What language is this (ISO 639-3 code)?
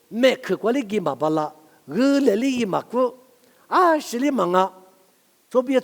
lis